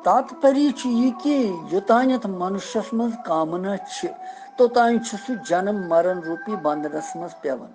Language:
Kashmiri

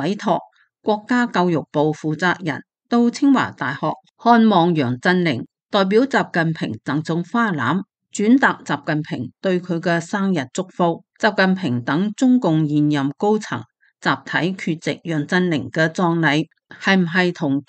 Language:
Cantonese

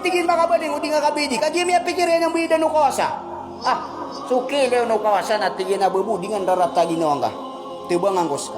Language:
Maranao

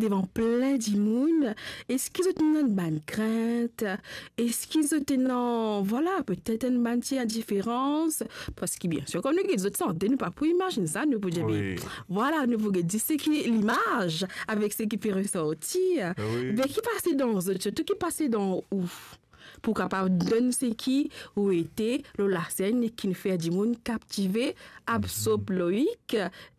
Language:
Morisyen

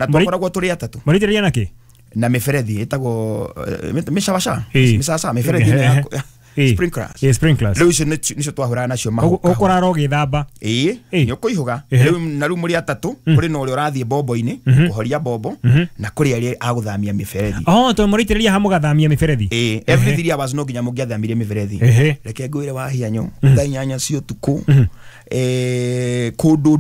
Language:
Kikuyu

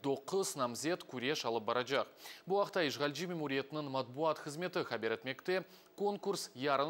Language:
Crimean Tatar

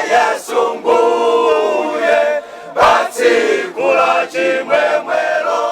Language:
Nyanja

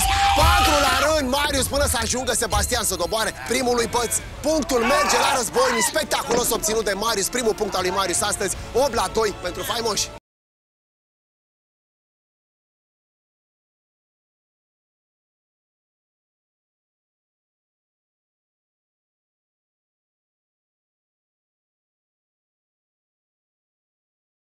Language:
Romanian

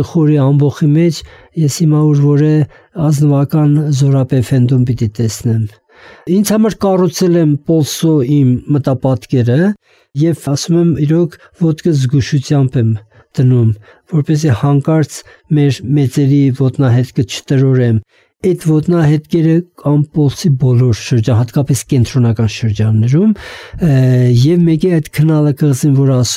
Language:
Armenian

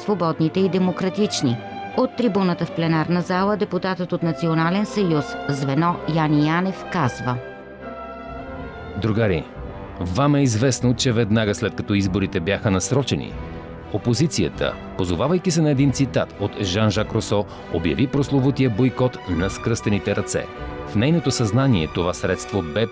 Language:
Bulgarian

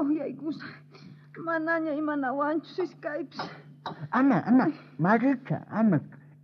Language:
South Bolivian Quechua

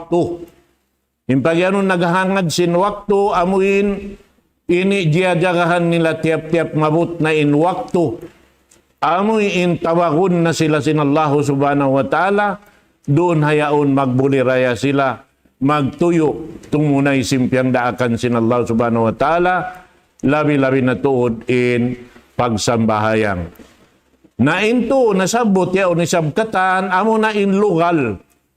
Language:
Tausug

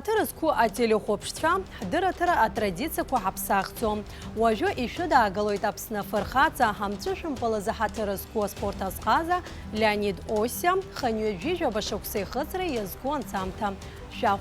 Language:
Abkhazian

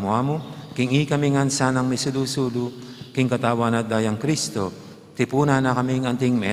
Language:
Pampanga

